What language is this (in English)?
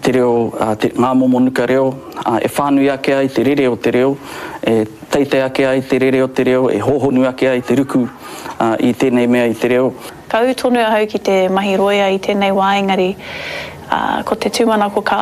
Māori